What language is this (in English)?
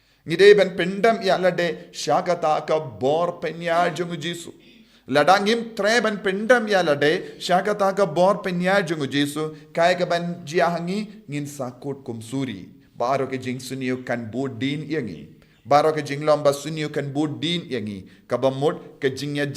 Khasi